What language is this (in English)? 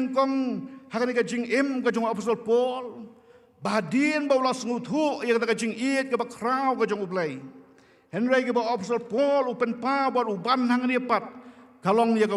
Khasi